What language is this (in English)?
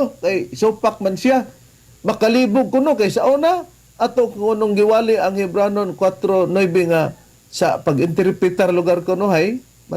Cebuano